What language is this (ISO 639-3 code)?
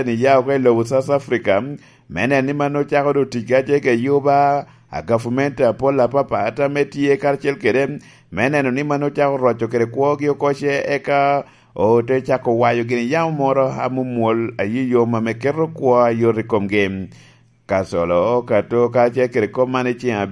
laj